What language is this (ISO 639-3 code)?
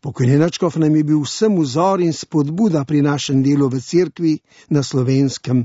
slv